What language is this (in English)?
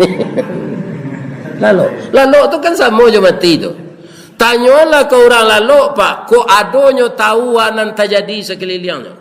Minangkabau